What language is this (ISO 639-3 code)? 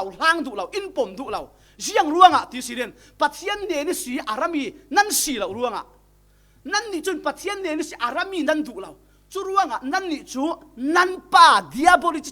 cfm